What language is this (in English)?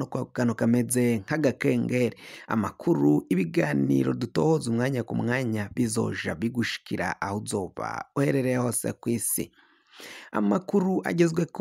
Rundi